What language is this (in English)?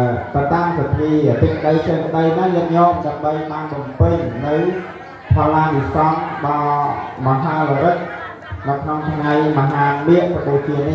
Khmer